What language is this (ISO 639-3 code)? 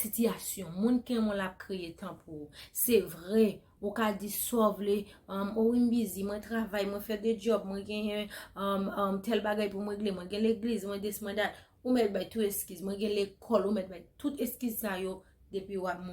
hat